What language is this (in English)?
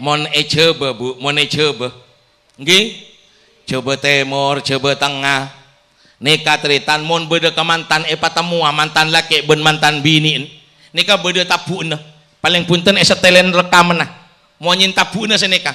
Madurese